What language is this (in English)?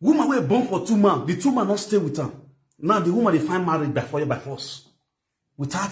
Nigerian Pidgin